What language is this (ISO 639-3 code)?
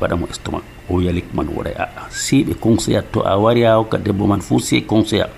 fuv